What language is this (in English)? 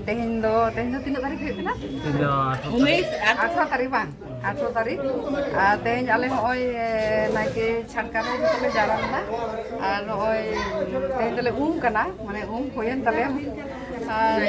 Santali